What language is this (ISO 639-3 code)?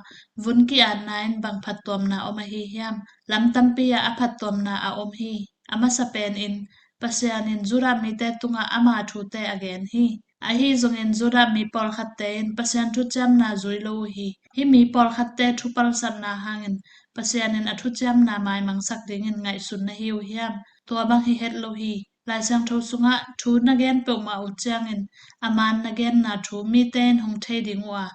ctd